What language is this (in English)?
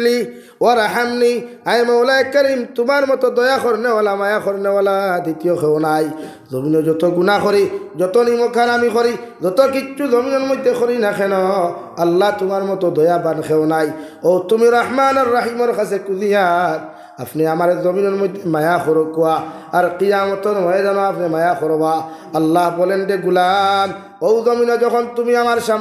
Sylheti